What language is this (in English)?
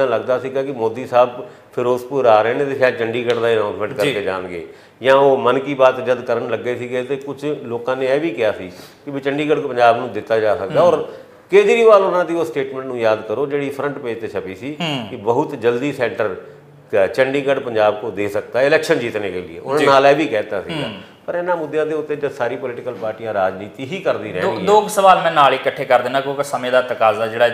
Punjabi